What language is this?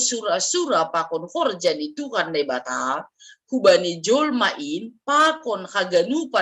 Batak Simalungun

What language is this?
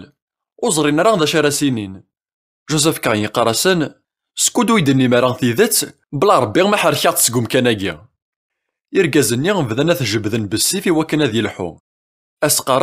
Kabyle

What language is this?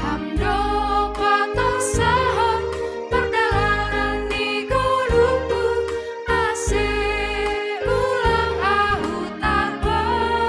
Batak Simalungun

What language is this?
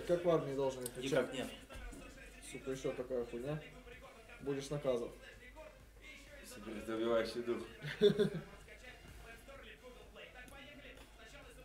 Russian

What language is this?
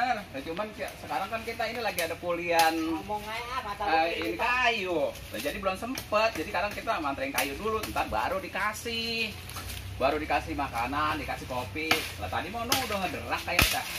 Betawi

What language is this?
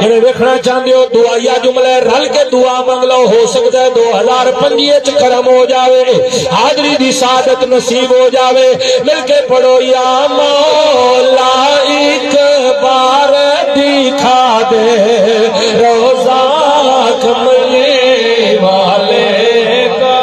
Saraiki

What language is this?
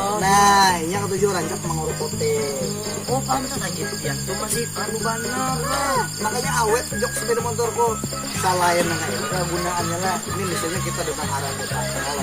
Banjar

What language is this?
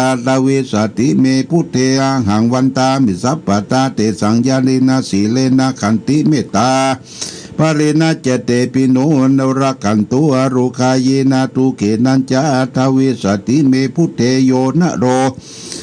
Pali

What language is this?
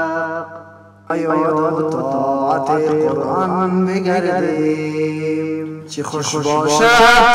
Persian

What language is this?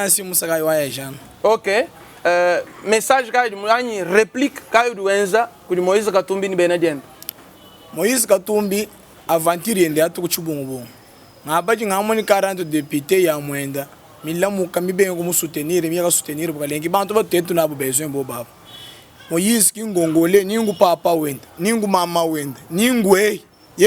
Luba-Lulua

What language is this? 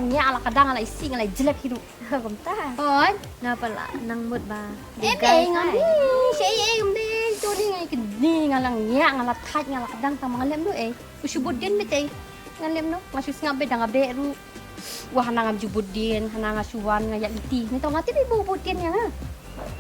Khasi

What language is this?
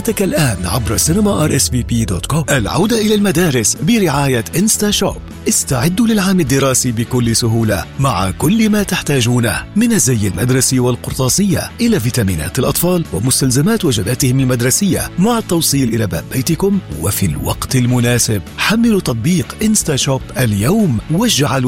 Arabic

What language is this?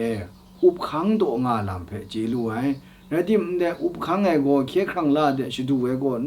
Kachin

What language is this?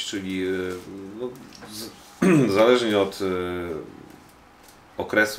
Polish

